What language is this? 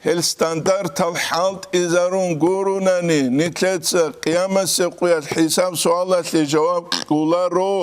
Avaric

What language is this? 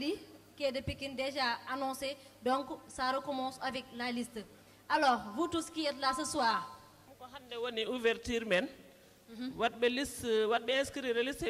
Fula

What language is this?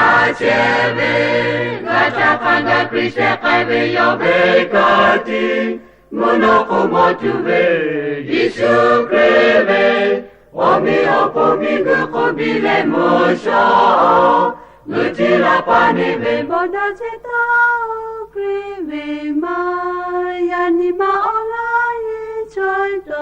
Lahu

